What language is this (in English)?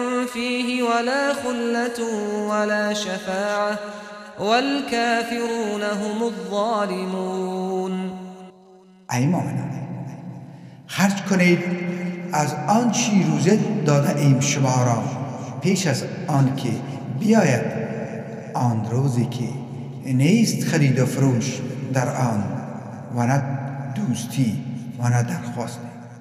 Persian